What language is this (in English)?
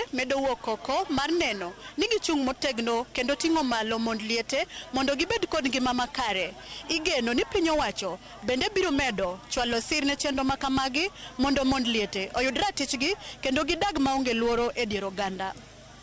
Luo (Kenya and Tanzania)